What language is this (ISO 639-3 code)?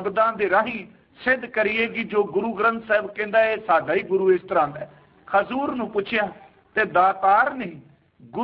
pan